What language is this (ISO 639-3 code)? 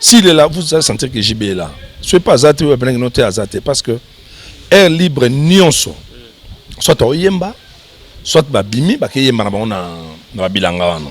lin